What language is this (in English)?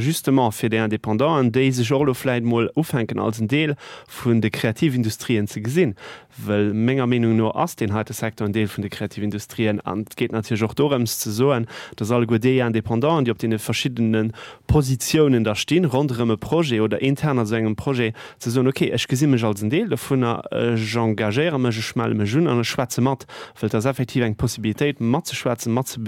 Luxembourgish